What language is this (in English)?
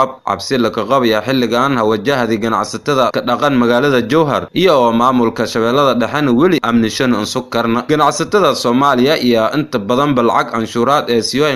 Somali